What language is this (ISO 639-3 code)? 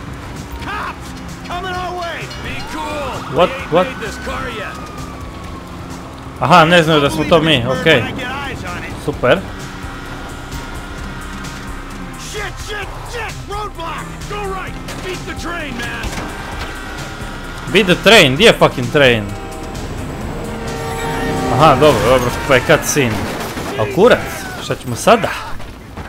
hrv